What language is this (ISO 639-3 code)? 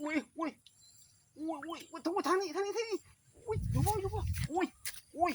lao